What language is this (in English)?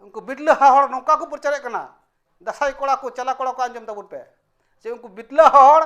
Santali